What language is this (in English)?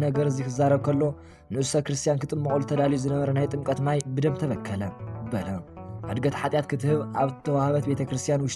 Tigrinya